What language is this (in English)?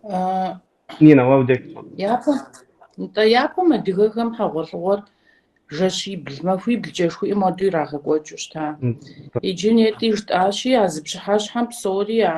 Kabardian